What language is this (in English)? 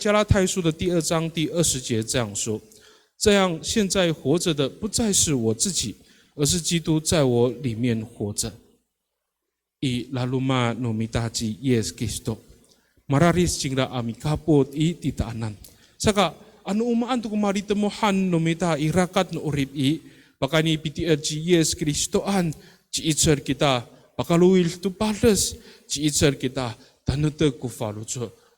Amis